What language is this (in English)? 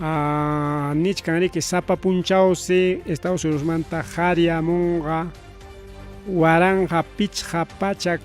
Ayacucho Quechua